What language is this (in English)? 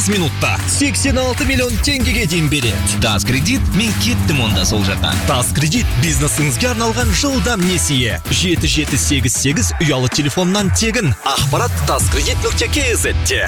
Kazakh